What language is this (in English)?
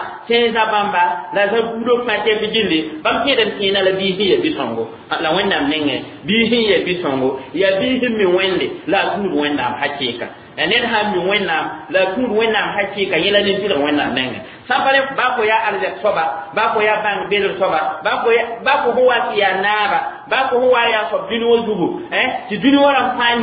Mossi